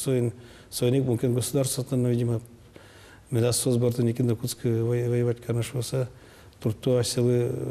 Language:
Udmurt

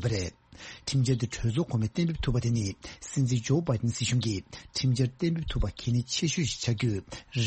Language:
Tibetan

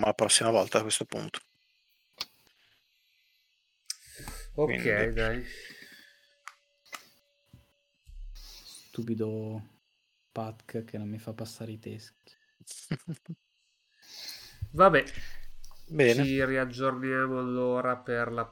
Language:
Italian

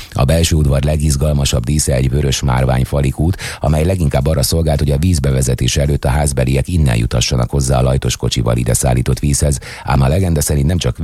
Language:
Hungarian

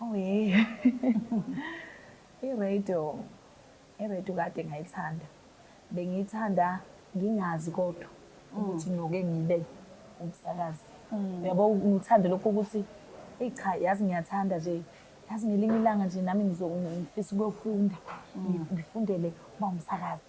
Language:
Zulu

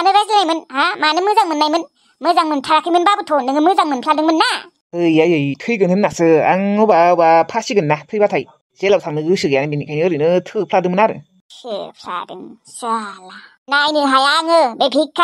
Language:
Bodo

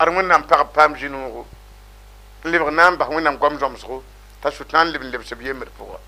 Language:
Mossi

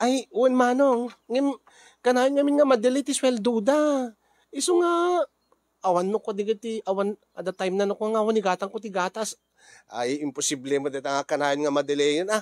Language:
Iloko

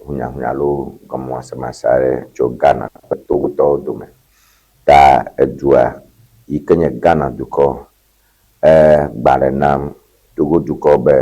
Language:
Ewe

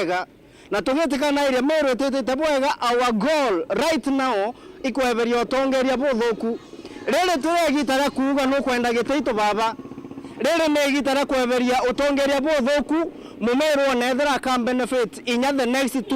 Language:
Meru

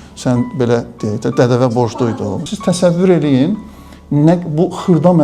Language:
Azerbaijani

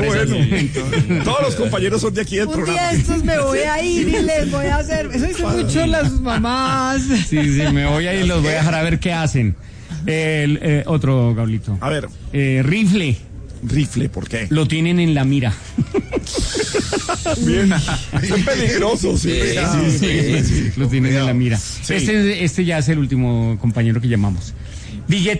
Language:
Spanish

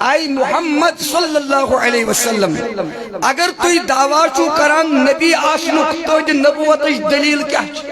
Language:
Kashmiri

